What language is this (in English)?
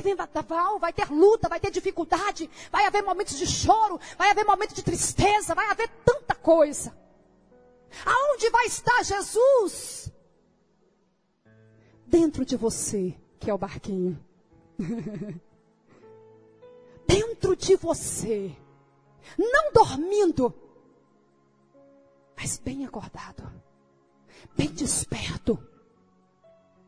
Portuguese